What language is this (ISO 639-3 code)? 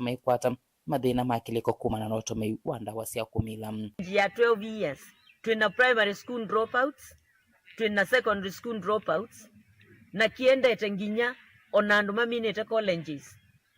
kam